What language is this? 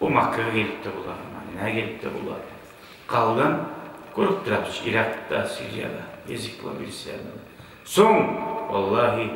Kumyk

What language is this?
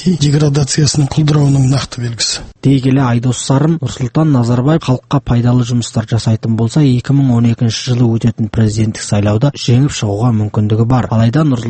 Kazakh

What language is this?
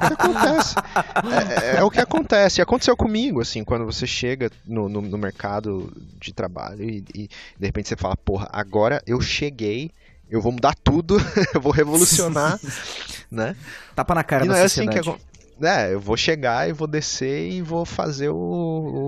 Portuguese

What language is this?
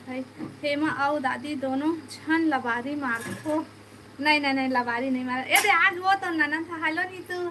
Chhattisgarhi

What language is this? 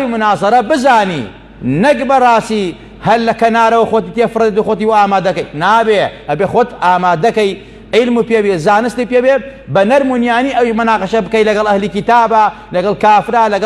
Central Kurdish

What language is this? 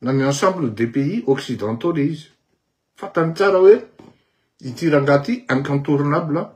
Malagasy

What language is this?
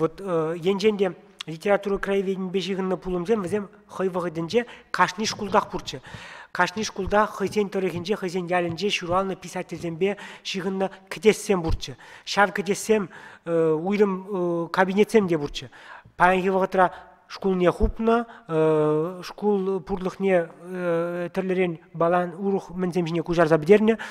Chuvash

